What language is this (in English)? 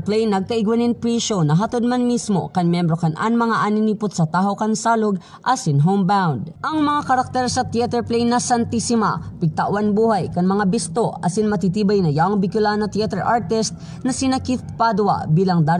Bikol